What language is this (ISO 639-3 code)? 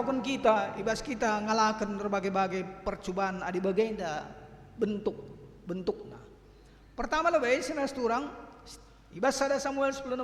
btx